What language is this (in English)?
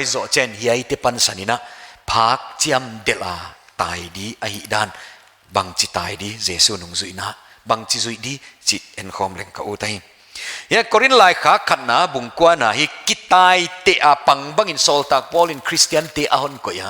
Paite Chin